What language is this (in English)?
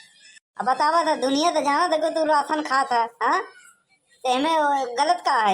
Awadhi